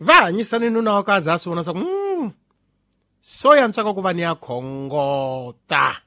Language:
Tsonga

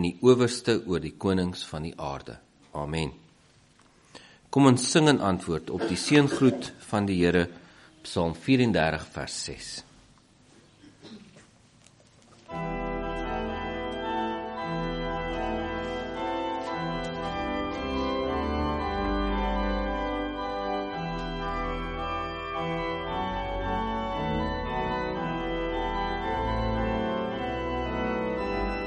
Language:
Afrikaans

